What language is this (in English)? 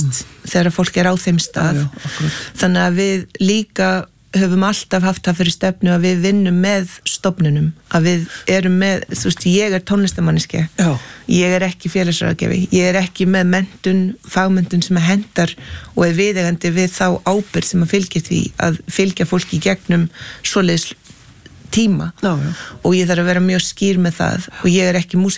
Icelandic